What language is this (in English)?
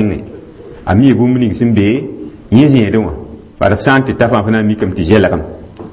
Mossi